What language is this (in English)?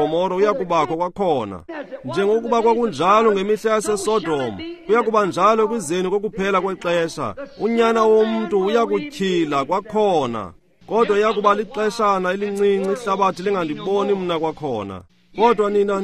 Xhosa